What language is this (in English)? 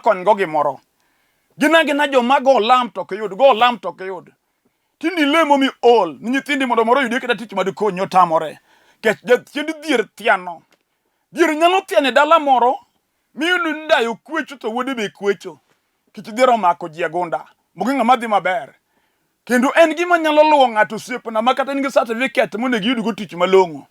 Luo (Kenya and Tanzania)